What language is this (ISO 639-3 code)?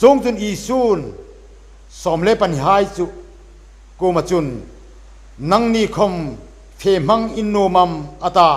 hmr